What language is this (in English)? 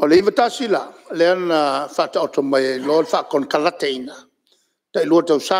Samoan